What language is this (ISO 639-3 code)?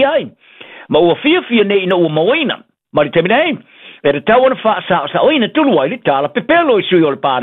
smo